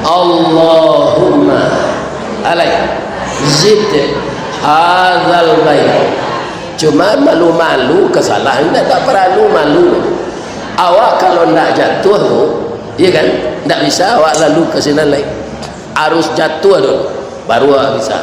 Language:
Minangkabau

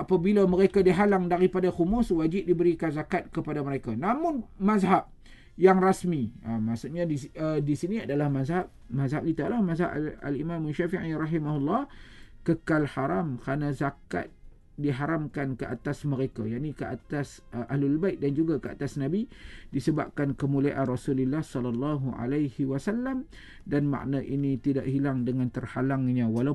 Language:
Malay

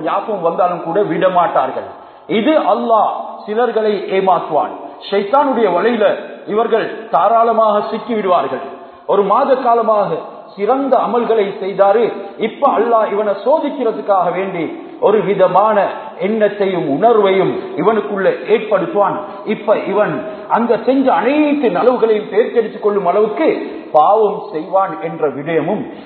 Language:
Tamil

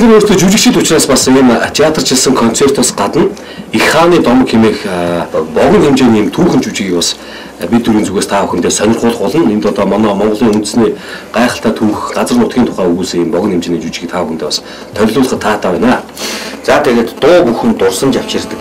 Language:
Mongolian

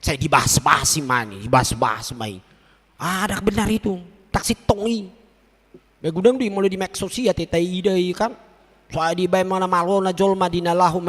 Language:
Batak Toba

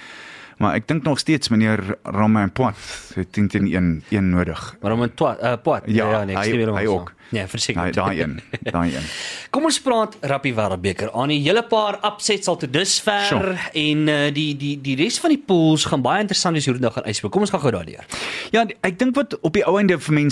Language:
Afrikaans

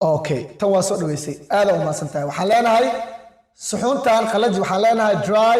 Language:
Somali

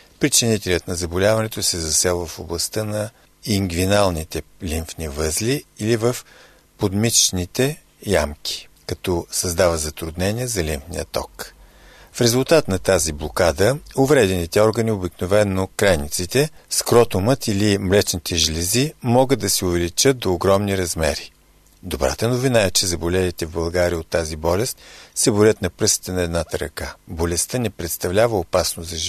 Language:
Bulgarian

